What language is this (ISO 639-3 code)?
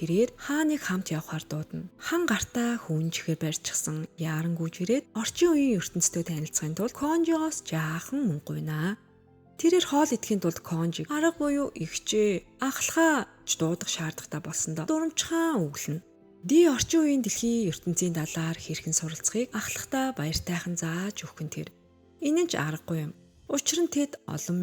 mon